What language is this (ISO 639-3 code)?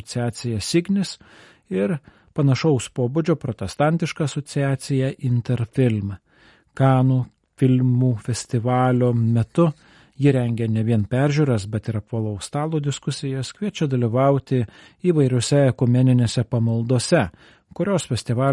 lit